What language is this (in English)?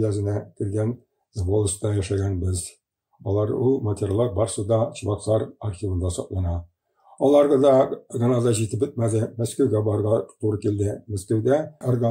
Tatar